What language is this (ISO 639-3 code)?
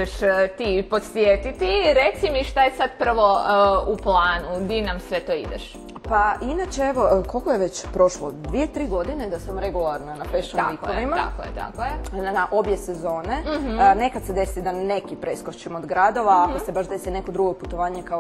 hrv